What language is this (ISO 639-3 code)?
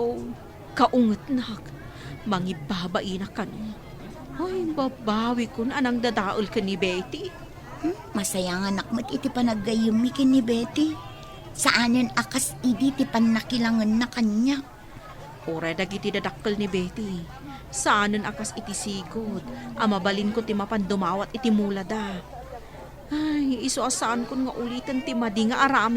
ilo